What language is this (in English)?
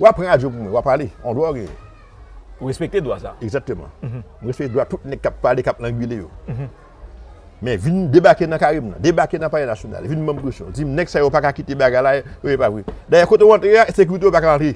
Haitian Creole